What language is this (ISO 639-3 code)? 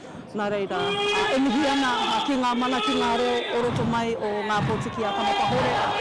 mri